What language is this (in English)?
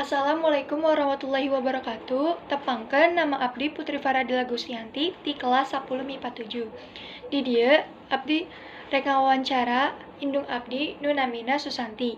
Sundanese